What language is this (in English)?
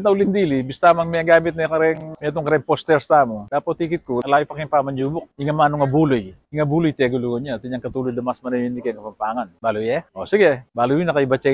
Pampanga